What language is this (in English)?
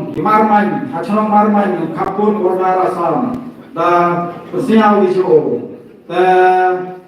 Khasi